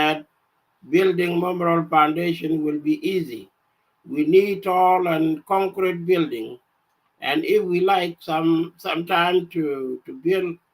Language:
Nuer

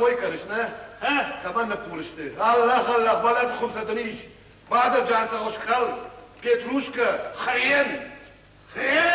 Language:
Ossetic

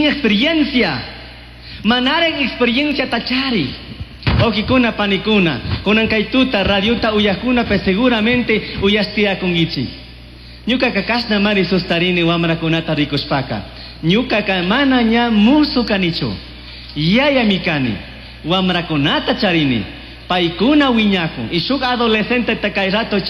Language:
Chimborazo Highland Quichua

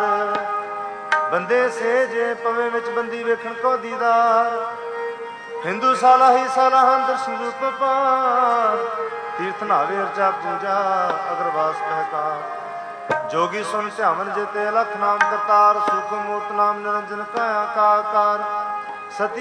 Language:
Punjabi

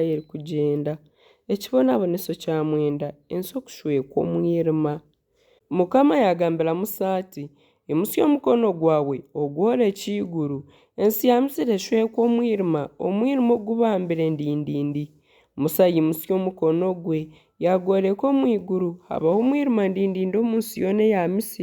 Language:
Nyankole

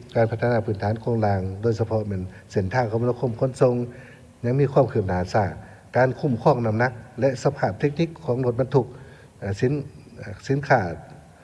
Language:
Lao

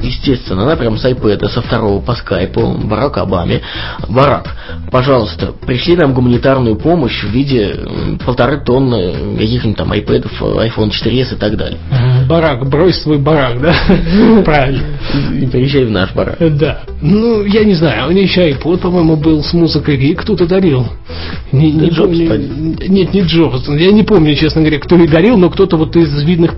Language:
Russian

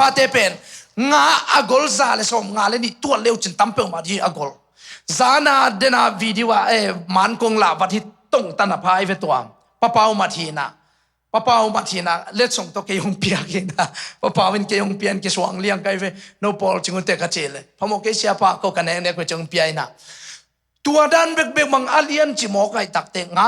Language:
Tedim Chin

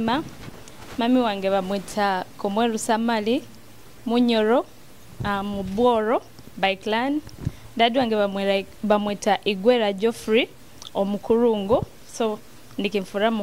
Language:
Nyoro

